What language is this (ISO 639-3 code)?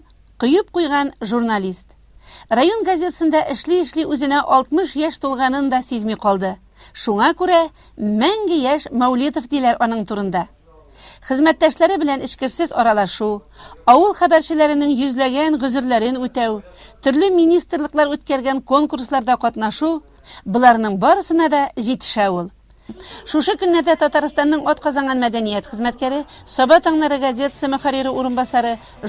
tat